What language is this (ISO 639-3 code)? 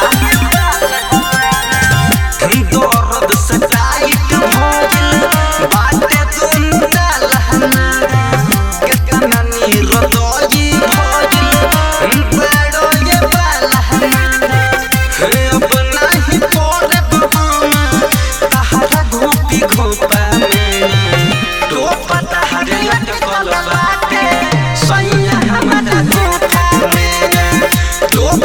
bho